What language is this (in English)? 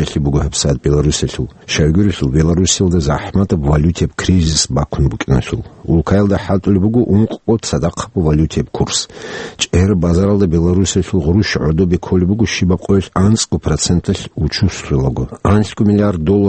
Avaric